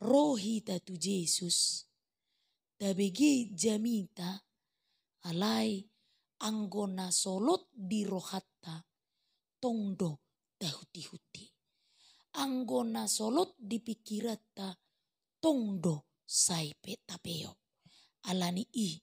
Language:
Batak Toba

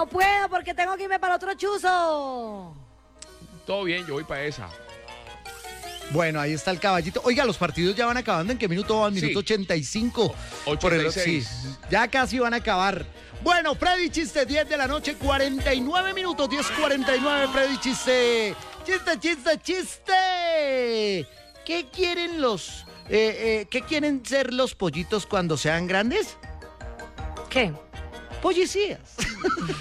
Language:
Spanish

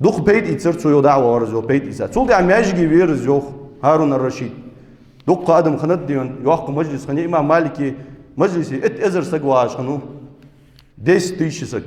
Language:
Ingush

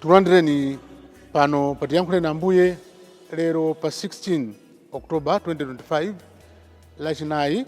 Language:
Nyanja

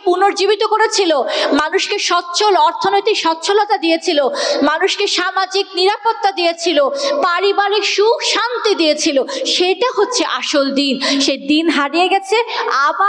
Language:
Bangla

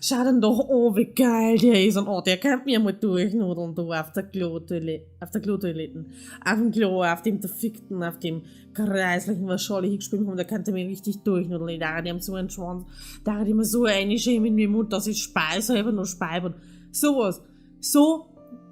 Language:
Bavarian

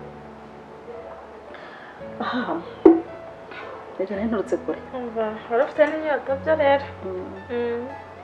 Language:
Kinyarwanda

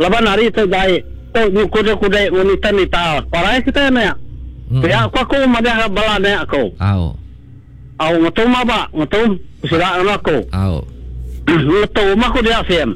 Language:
Iban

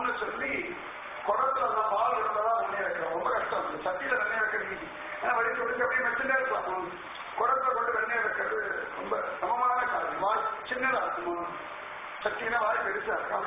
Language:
Tamil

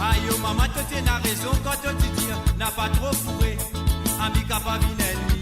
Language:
Morisyen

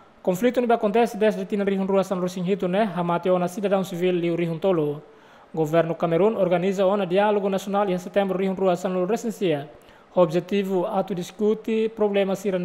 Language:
Tetum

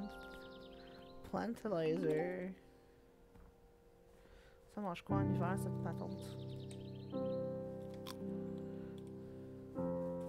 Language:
French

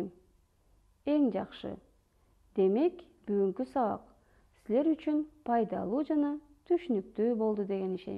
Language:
Kyrgyz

